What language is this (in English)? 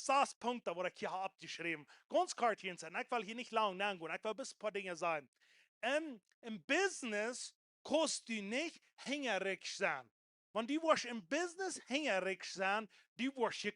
Plautdietsch